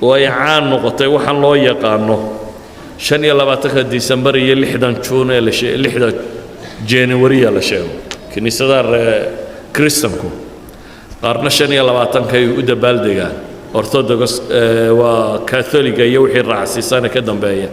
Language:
Somali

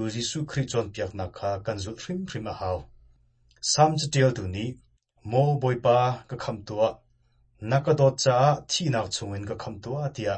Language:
Hakha Chin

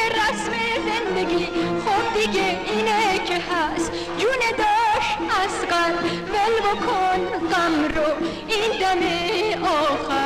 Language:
Persian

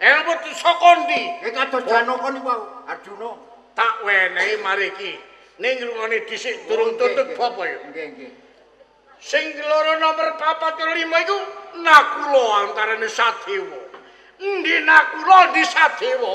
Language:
Javanese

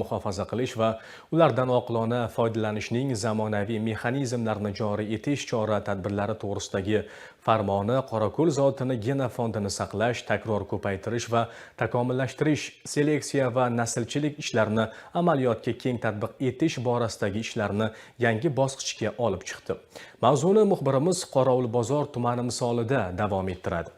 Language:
Uzbek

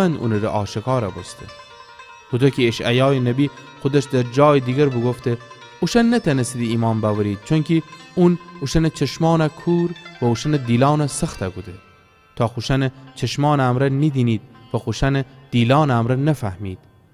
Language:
Gilaki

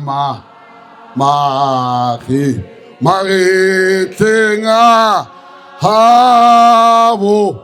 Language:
Northern Sotho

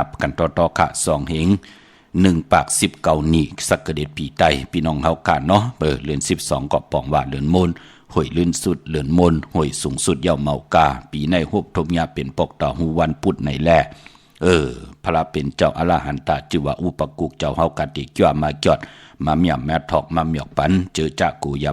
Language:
Shan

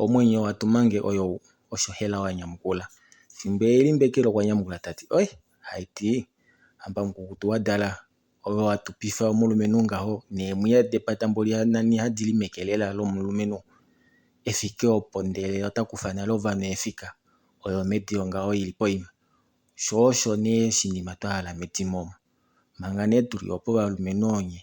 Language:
Kuanyama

